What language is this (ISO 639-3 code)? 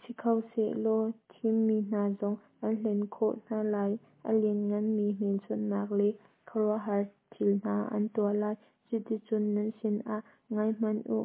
cnh